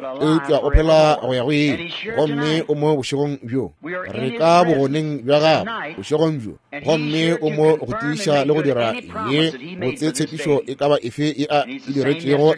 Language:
Northern Sotho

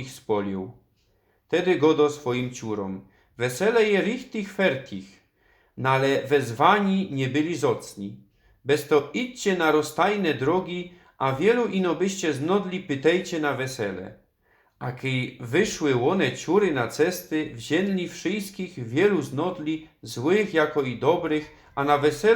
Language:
Silesian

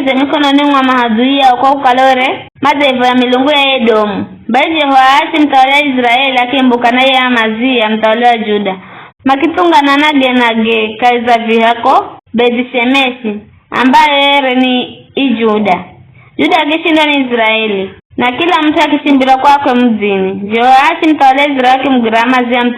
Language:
Giryama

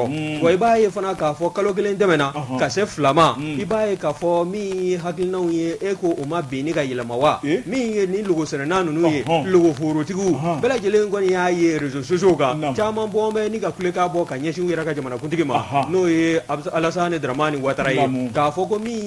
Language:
Bambara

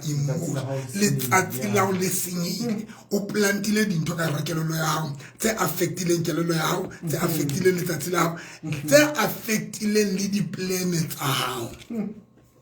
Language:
Southern Sotho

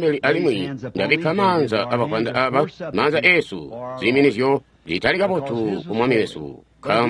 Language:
Tonga (Zambia)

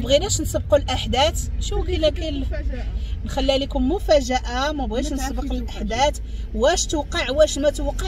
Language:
Moroccan Arabic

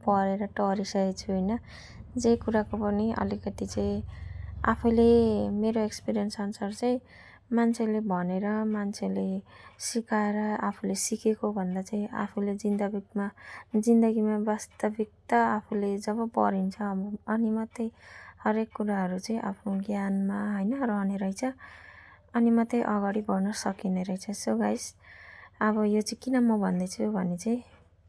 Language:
Nepali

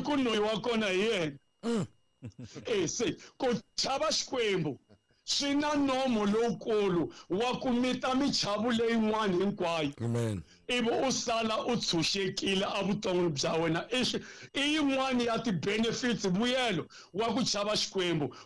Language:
Tsonga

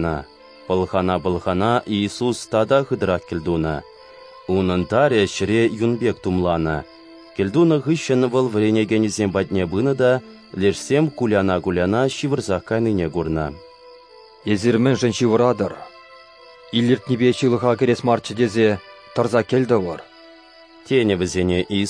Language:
Chuvash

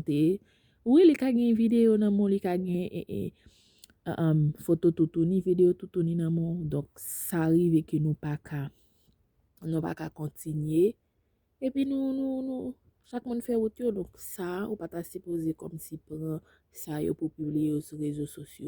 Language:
Haitian Creole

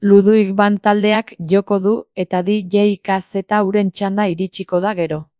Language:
Basque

